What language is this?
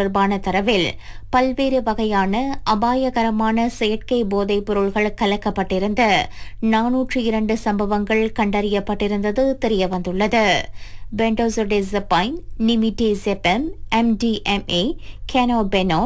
Tamil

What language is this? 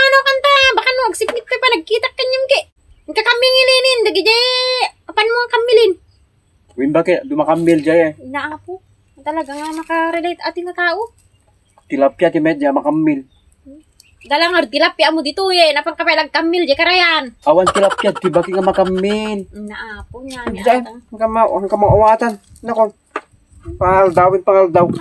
Iloko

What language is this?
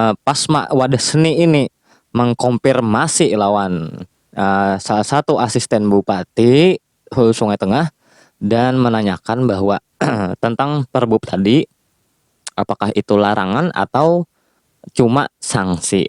Banjar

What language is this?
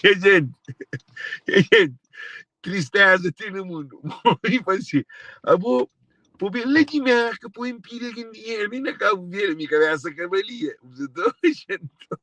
Kabuverdianu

